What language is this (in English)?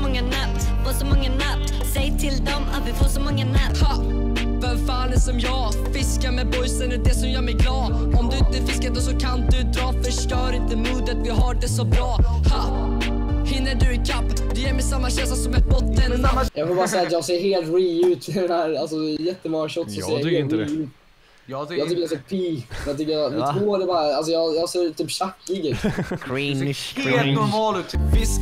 Swedish